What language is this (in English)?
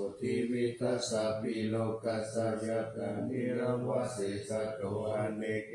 Pali